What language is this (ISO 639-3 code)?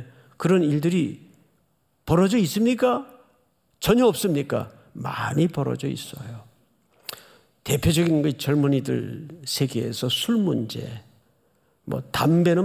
kor